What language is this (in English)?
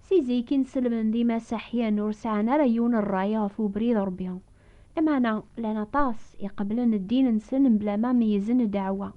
Kabyle